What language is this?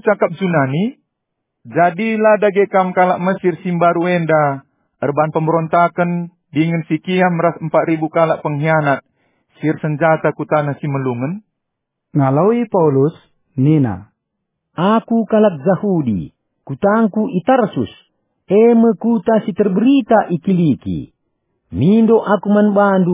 Batak Karo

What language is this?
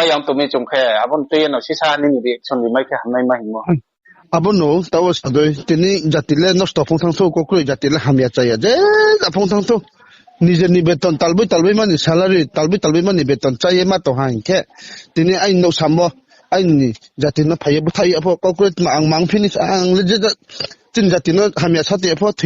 Riang (India)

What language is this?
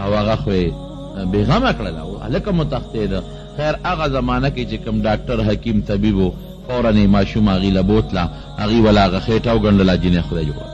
Pashto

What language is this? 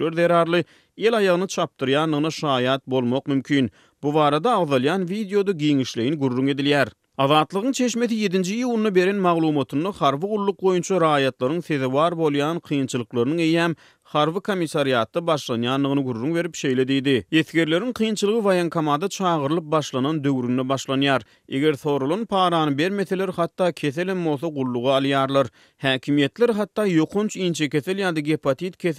Turkmen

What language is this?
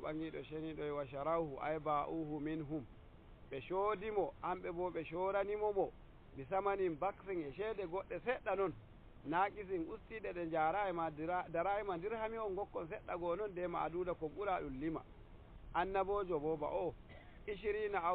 Nigerian Fulfulde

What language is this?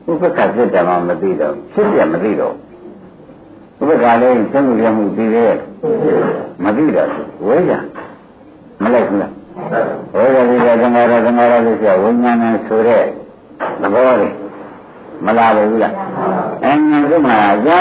Burmese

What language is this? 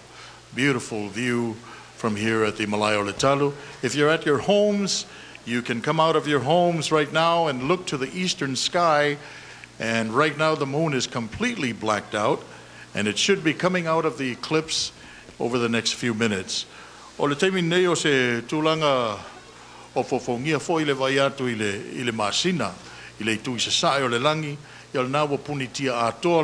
Samoan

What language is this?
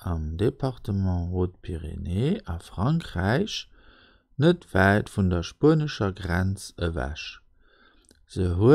Luxembourgish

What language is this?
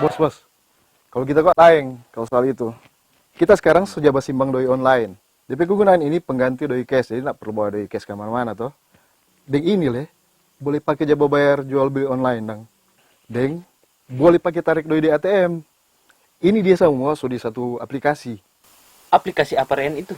Manado Malay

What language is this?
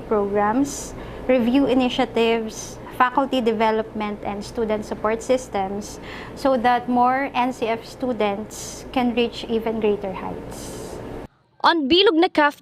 Bikol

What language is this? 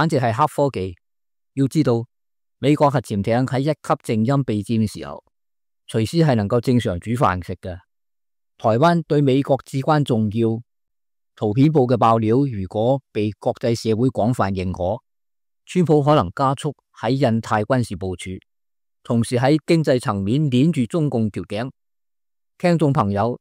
Cantonese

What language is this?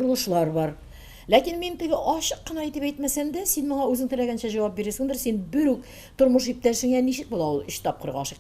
Tatar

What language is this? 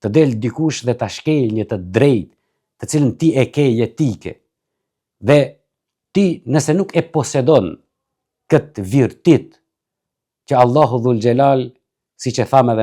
Albanian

